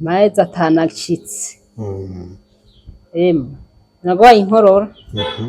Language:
Rundi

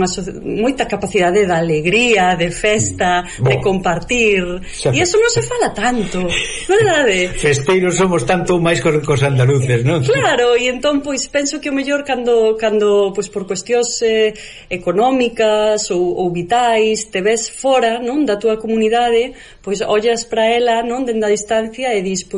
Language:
Galician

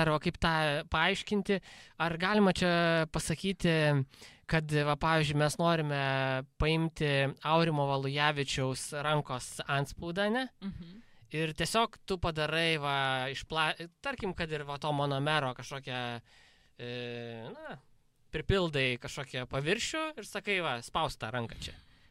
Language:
Lithuanian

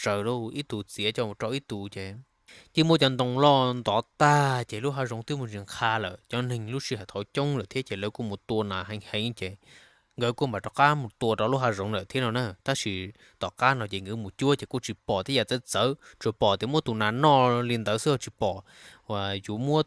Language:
Hmong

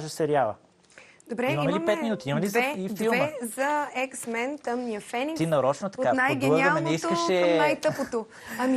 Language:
Bulgarian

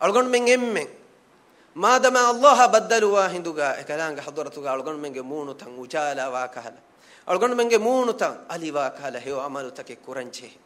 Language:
Divehi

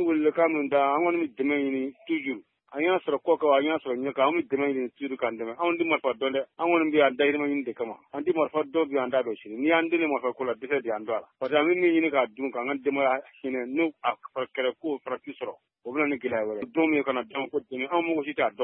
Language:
Bambara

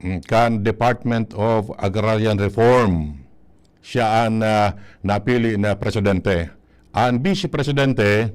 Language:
Bikol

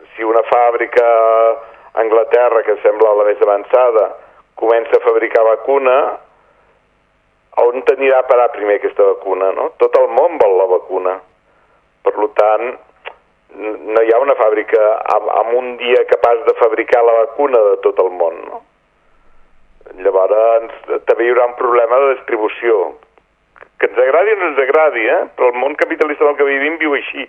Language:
Catalan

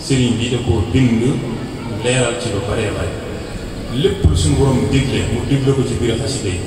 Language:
Wolof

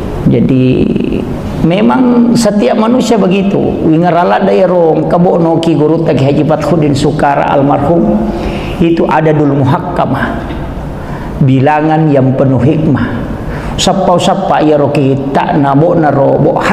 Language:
Buginese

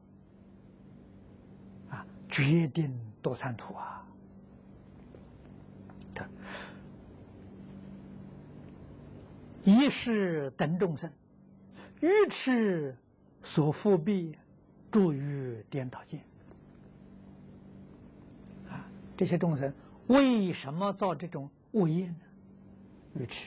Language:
Chinese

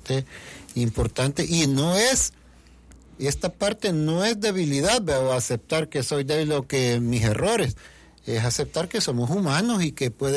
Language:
Spanish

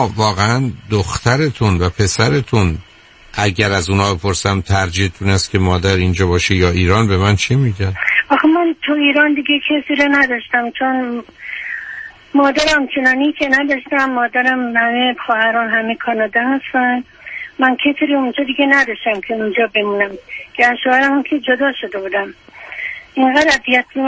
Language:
Persian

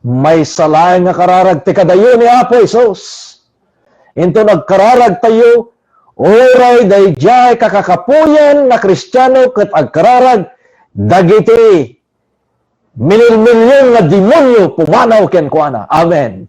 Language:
Iloko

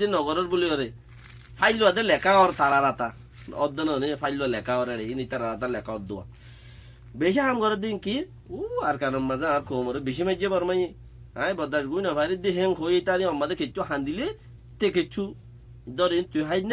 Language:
Rohingya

